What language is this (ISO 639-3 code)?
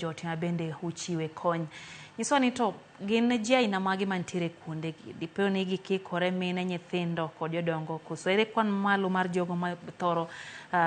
luo